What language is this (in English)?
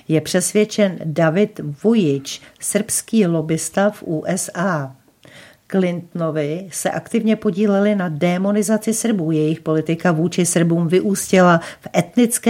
Czech